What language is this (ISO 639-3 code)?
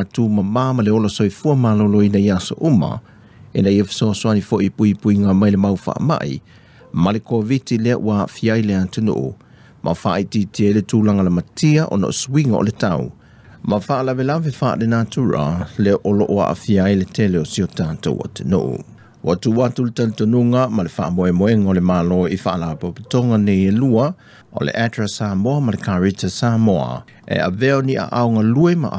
smo